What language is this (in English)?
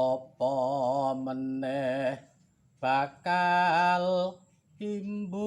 Javanese